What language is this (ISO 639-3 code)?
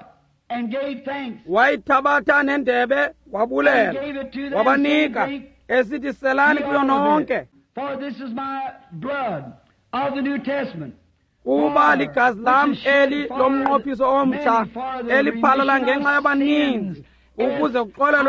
xho